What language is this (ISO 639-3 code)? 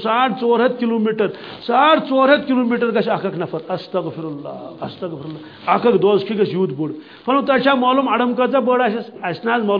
kas